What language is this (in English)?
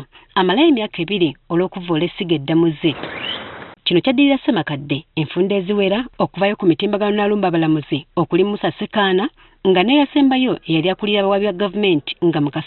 Ganda